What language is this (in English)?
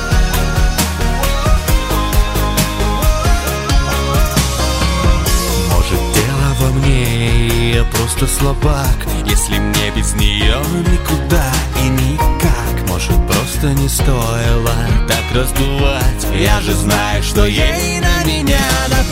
Russian